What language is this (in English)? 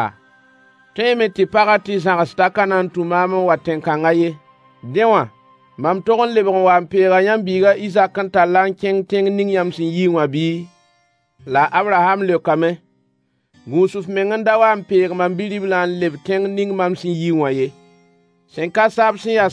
Mossi